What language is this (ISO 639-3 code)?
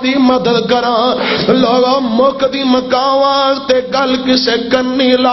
lah